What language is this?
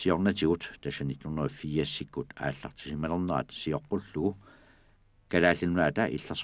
Kalaallisut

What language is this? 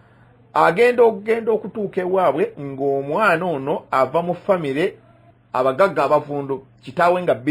Ganda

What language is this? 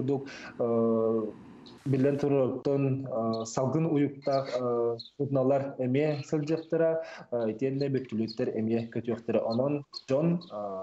Yakut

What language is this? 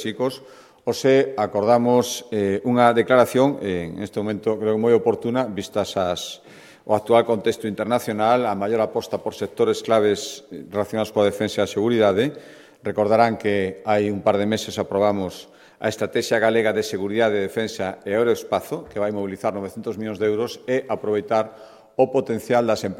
Galician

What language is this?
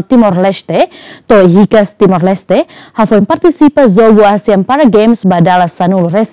Tetum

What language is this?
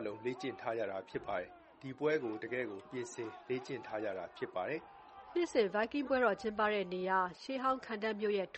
Burmese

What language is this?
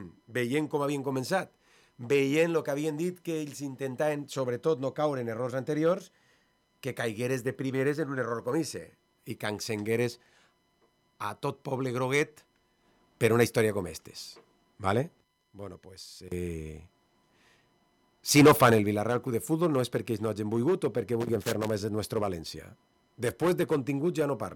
Catalan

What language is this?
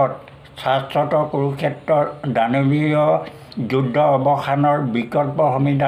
Assamese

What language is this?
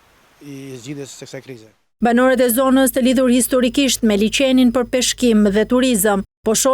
Albanian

